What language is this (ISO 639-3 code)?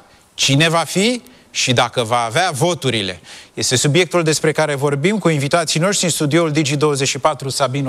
ron